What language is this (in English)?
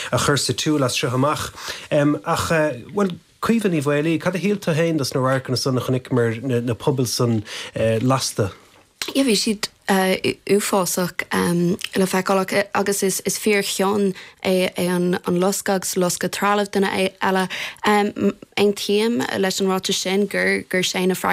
Irish